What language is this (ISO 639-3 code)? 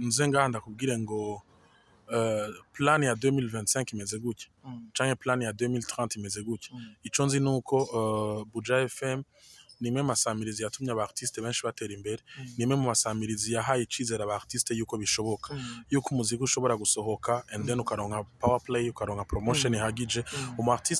run